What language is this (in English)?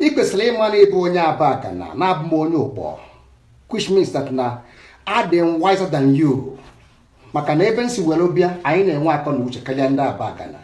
Igbo